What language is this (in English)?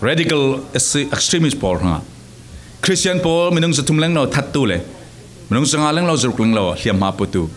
Falam Chin